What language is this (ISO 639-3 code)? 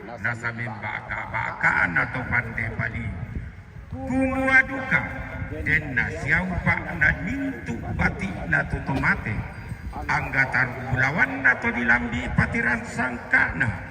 sda